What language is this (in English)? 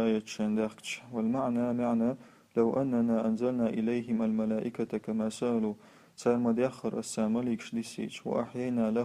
Chechen